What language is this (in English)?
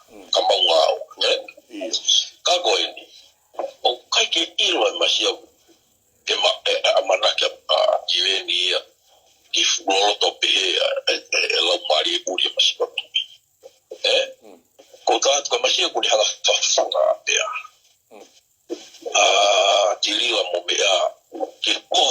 Tongan